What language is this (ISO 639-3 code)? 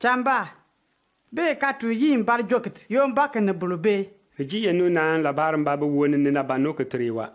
bim